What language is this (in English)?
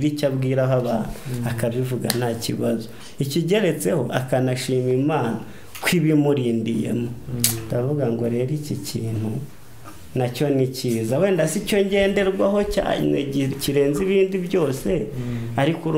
Kinyarwanda